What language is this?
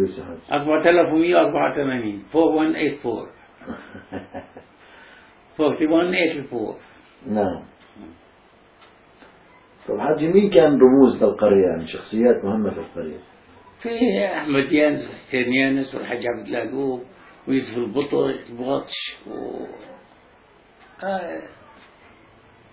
South Levantine Arabic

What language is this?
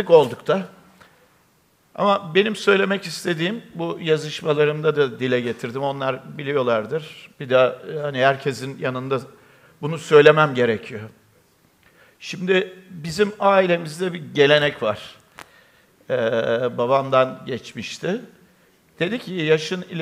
Turkish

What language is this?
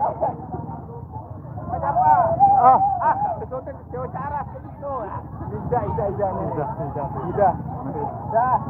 Sasak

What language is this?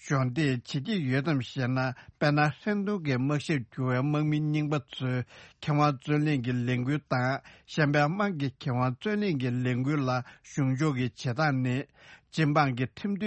Tibetan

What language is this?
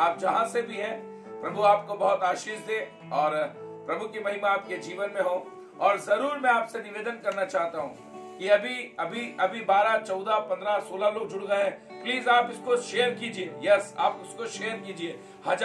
Hindi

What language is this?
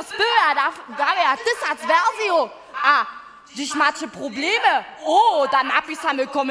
Upper Sorbian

